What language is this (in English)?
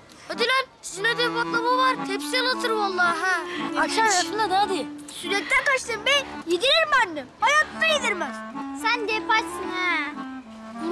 Turkish